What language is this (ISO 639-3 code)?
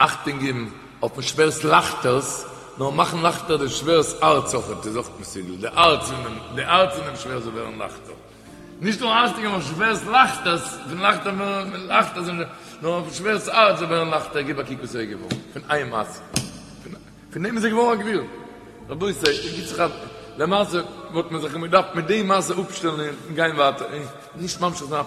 yid